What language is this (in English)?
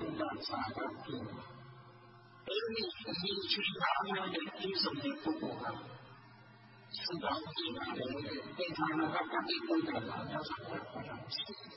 Burmese